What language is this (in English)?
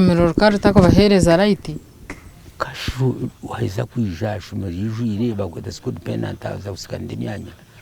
Nyankole